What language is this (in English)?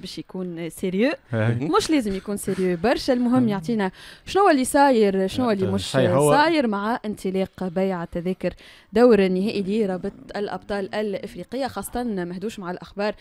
Tunisian Arabic